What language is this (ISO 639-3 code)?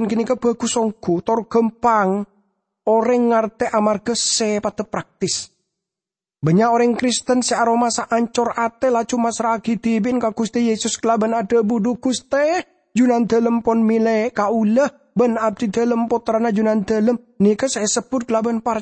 mad